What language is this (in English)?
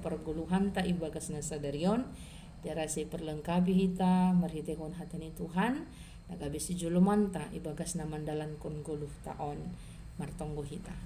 Batak Simalungun